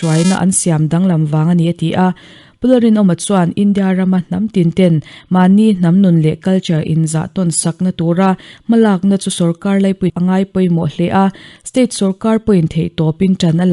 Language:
Mizo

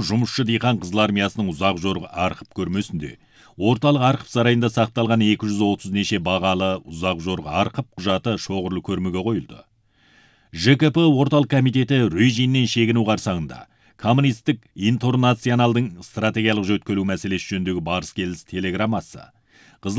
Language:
Kazakh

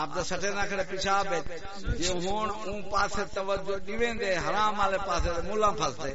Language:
Saraiki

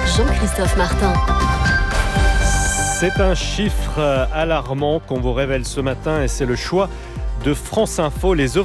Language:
French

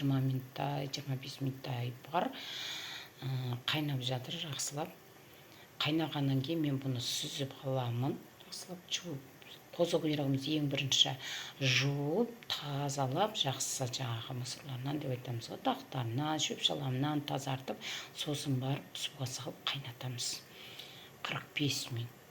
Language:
Kazakh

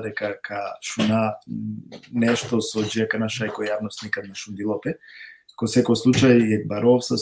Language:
Balkan Romani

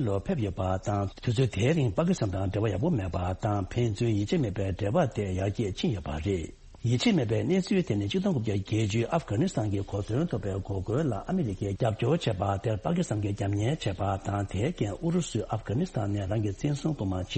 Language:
Tibetan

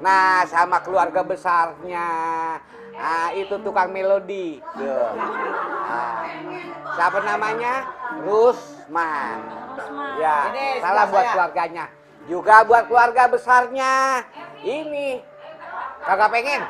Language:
Betawi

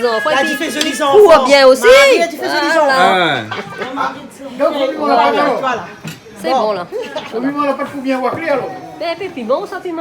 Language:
Réunion Creole French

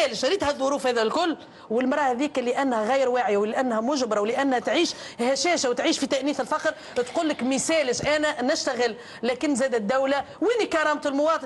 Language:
Tunisian Arabic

